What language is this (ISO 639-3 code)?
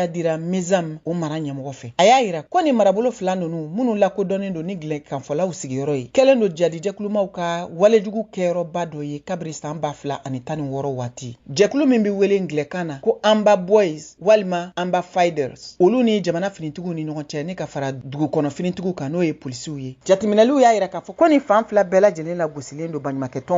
bam